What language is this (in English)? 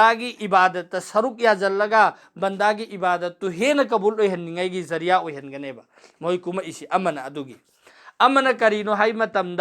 Manipuri